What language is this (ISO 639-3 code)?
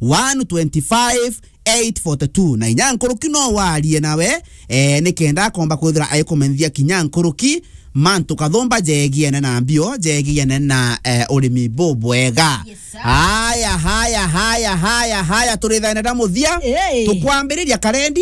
mer